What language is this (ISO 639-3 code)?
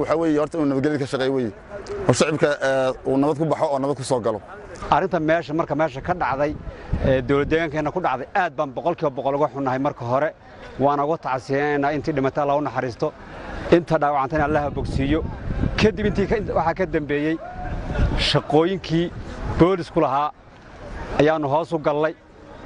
som